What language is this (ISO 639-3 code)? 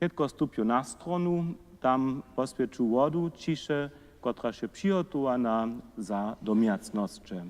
hsb